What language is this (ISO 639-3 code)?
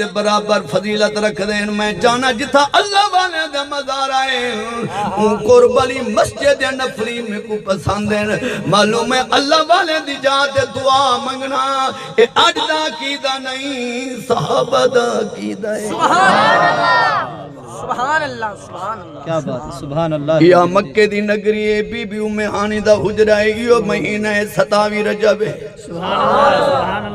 skr